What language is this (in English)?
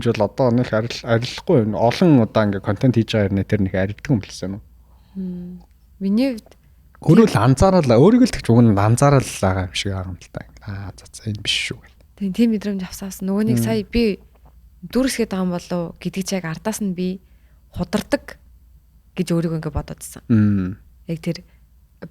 Mongolian